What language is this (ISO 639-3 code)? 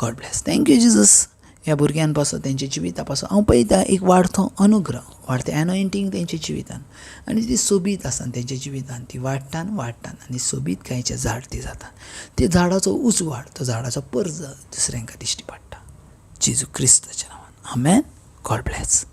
kok